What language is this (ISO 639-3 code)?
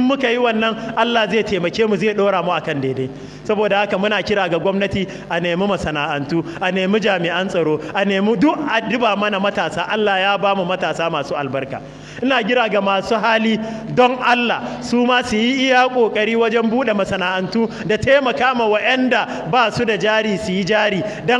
hau